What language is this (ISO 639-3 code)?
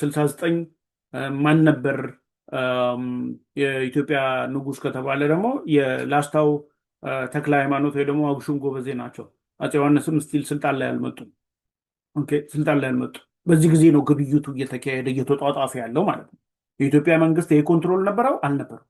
amh